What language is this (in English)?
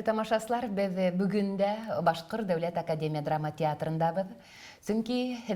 Bashkir